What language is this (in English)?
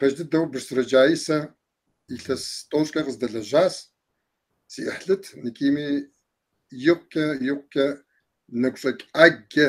Kabardian